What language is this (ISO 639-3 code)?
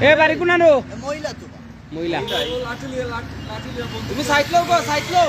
syl